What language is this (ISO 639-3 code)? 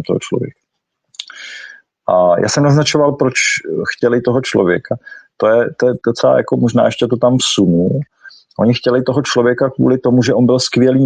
ces